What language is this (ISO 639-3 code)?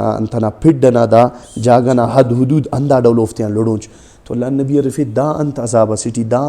brh